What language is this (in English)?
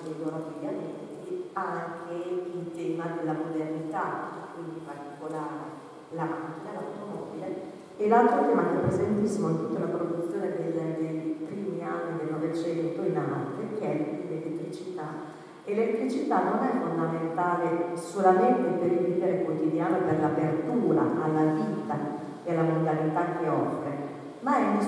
Italian